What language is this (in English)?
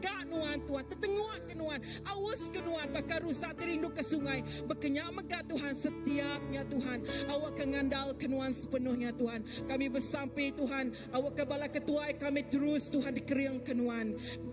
Iban